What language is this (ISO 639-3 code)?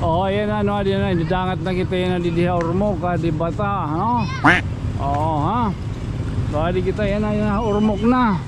war